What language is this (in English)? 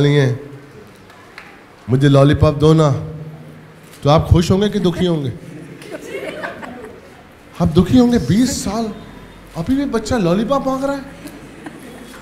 Hindi